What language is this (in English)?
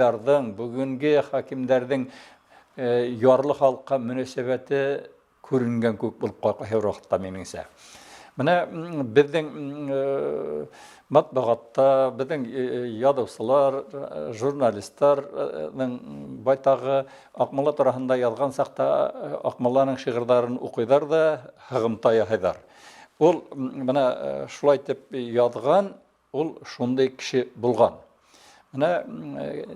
Bashkir